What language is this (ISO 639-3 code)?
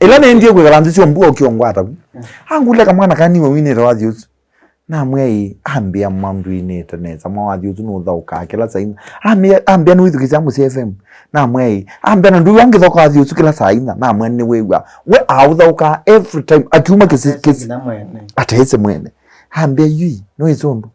kam